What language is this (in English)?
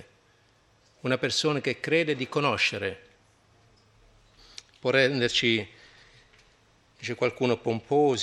Italian